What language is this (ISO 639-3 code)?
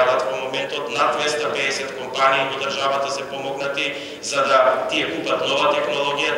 mkd